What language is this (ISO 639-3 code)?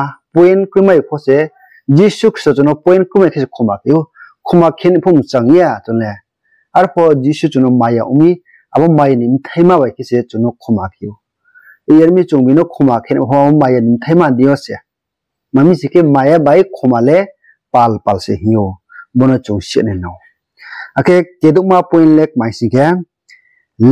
ria